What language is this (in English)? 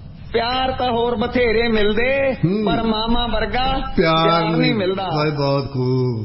Punjabi